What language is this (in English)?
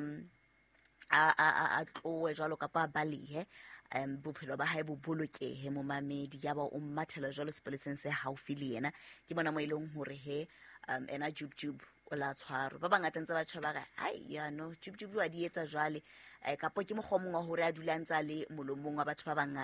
Southern Sotho